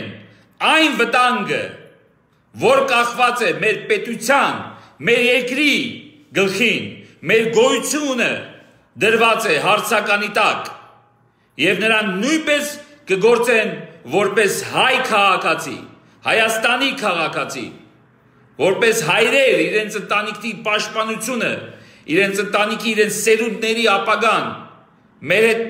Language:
Armenian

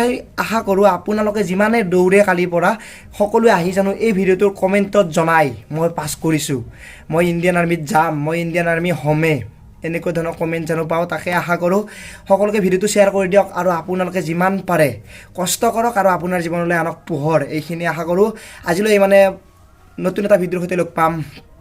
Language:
Assamese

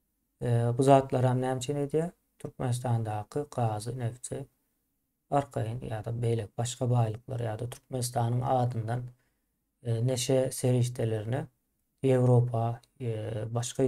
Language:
Turkmen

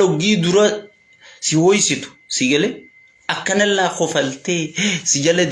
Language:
Oromo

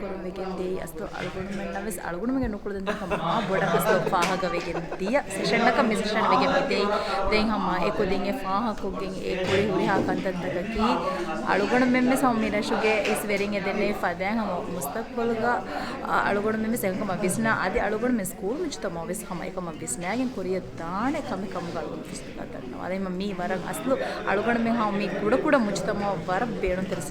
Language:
Divehi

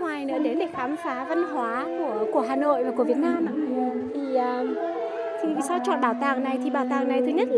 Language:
Vietnamese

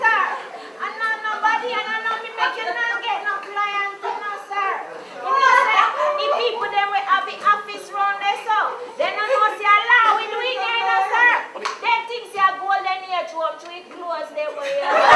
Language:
Jamaican Creole English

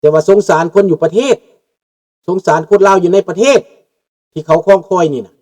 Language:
Lao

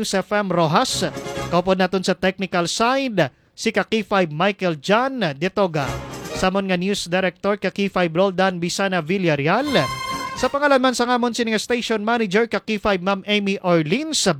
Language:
Hiligaynon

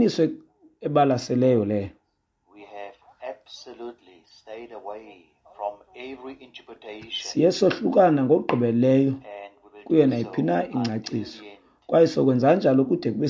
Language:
Xhosa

